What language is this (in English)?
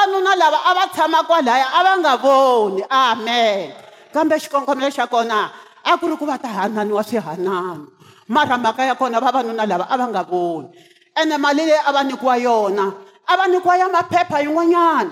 Tsonga